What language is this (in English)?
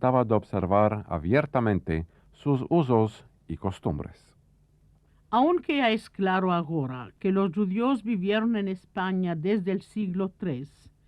Ladino